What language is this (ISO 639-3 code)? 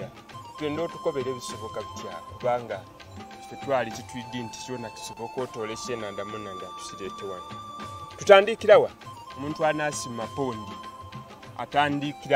xog